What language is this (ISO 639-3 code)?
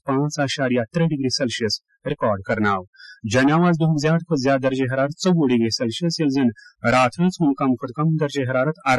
kas